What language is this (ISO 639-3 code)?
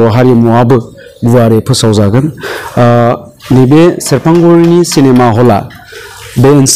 brx